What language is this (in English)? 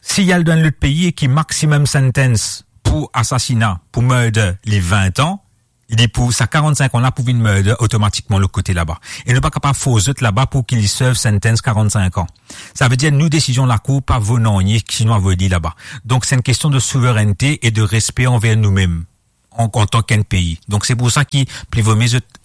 Morisyen